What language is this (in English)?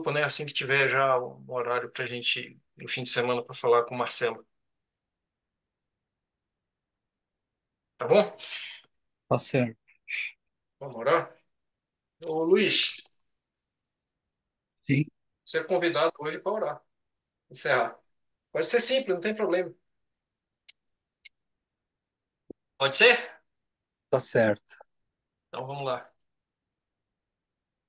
Portuguese